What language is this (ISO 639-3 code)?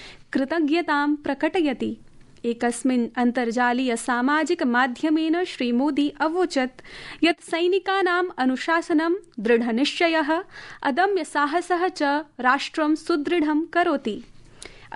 san